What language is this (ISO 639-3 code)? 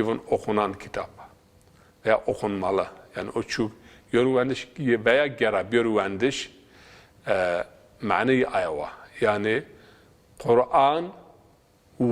zza